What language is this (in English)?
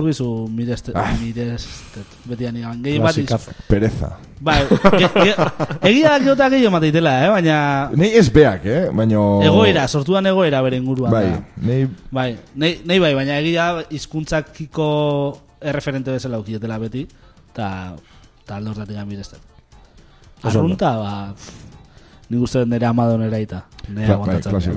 Basque